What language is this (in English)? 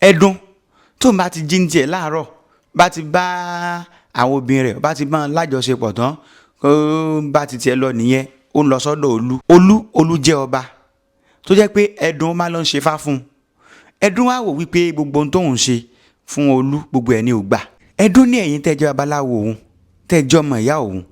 Yoruba